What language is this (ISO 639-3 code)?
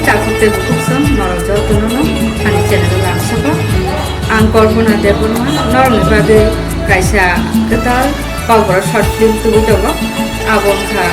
trp